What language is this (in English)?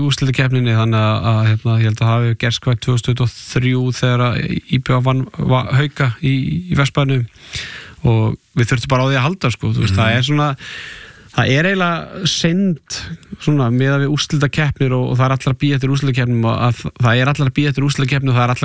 Icelandic